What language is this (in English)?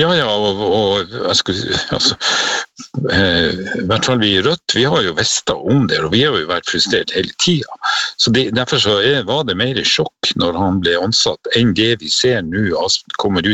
Norwegian